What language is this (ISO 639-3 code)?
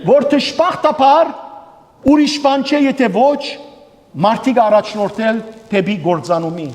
hyw